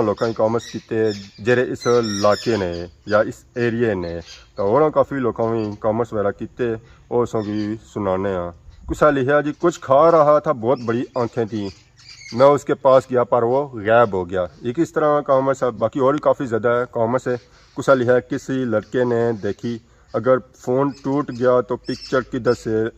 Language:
Pahari-Potwari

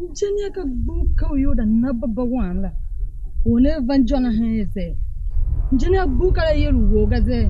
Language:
Tiv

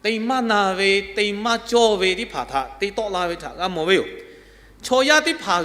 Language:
Lahu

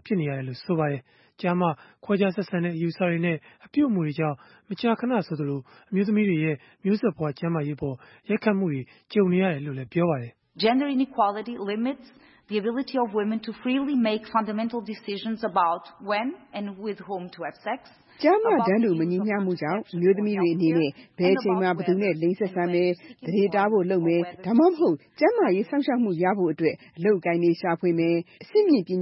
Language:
Burmese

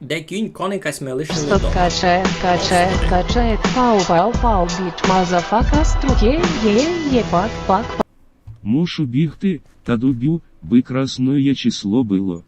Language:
Rusyn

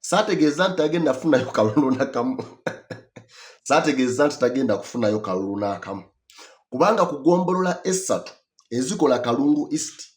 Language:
Ganda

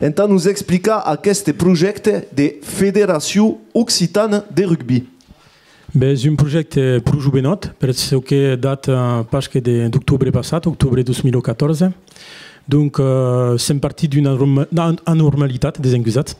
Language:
Occitan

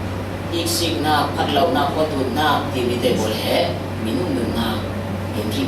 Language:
Falam Chin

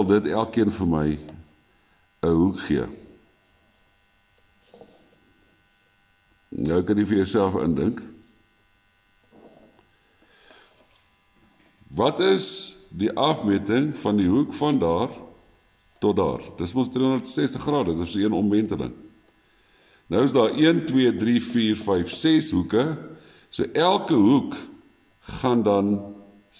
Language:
Afrikaans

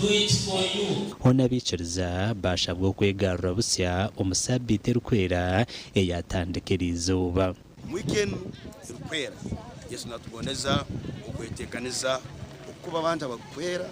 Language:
Nyankole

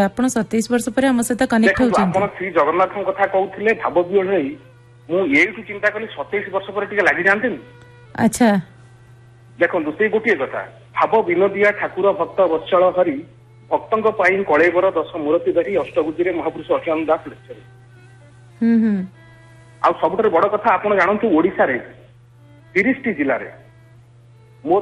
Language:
Odia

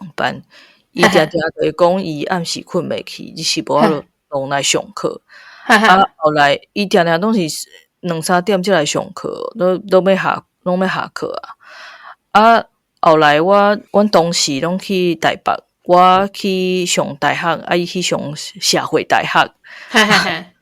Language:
Min Nan Chinese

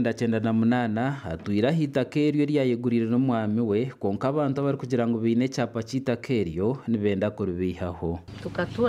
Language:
Nyankole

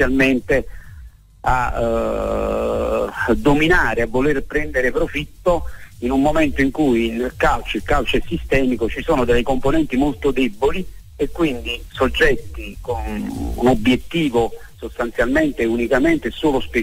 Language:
Italian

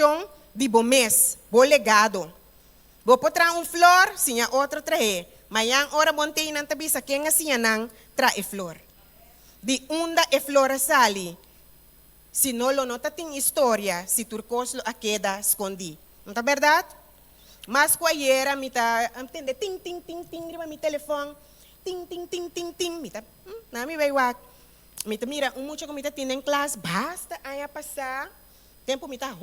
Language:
Papiamento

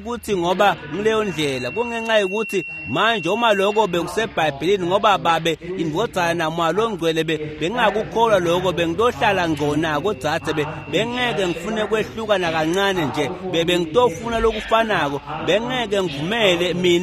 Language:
Swati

